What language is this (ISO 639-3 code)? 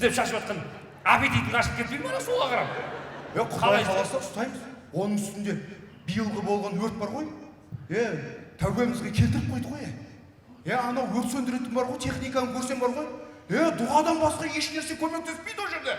kaz